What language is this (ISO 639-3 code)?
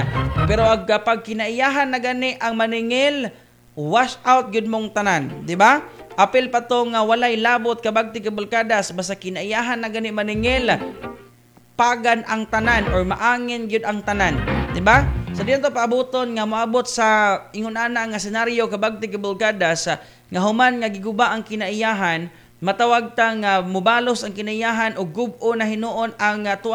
ceb